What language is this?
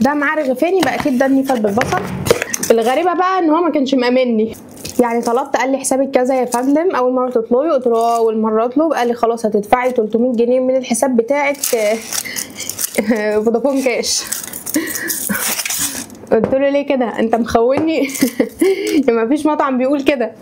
Egyptian Arabic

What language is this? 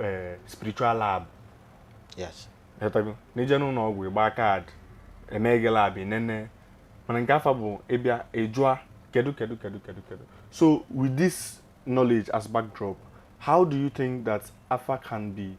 Igbo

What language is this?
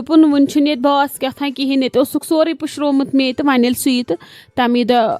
Kashmiri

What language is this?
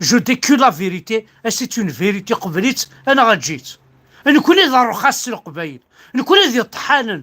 Kabyle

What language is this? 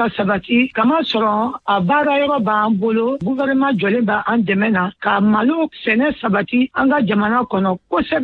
Bambara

